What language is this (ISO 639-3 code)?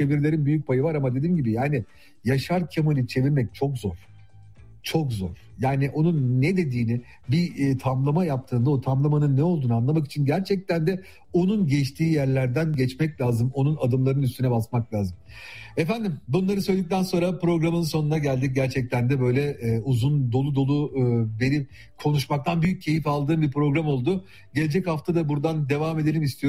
tur